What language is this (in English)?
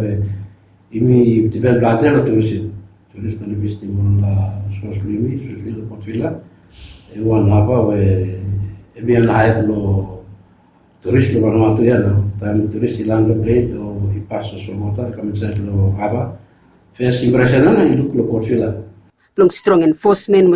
Bislama